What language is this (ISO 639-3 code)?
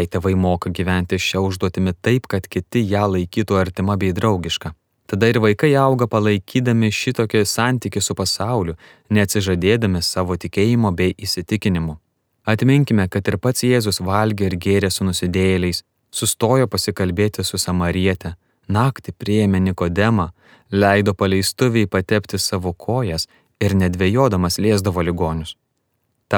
lit